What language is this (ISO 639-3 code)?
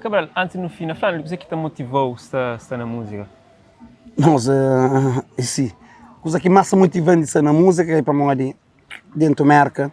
kea